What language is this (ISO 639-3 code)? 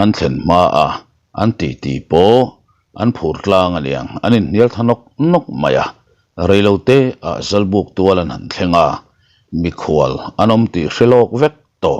lus